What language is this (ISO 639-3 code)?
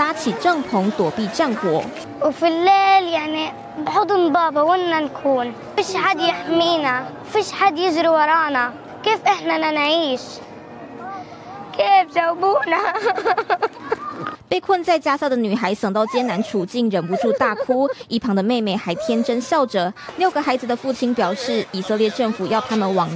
zho